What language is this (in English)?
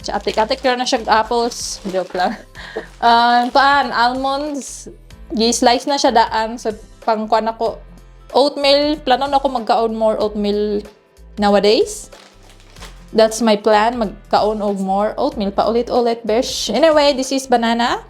Cebuano